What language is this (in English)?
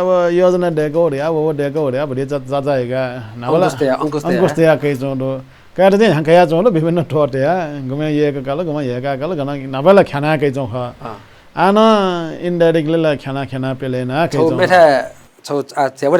Newari